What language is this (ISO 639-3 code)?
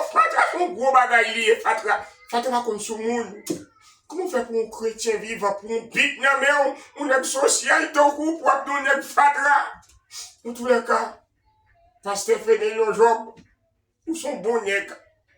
hat